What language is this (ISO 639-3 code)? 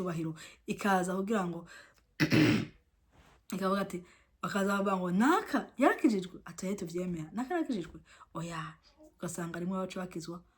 run